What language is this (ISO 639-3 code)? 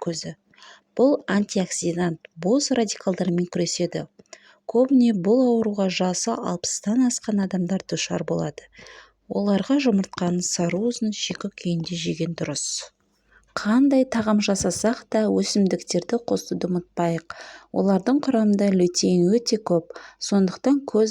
kaz